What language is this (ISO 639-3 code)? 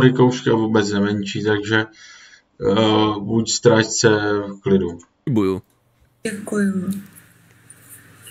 ces